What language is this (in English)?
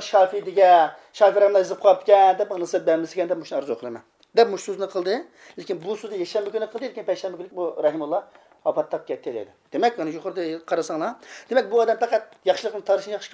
Uyghur